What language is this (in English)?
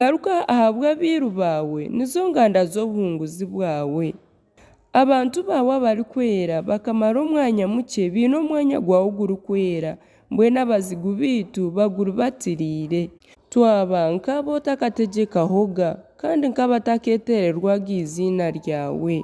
Nyankole